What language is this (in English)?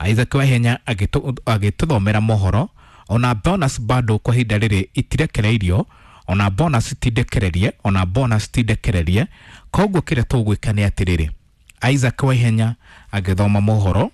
Kikuyu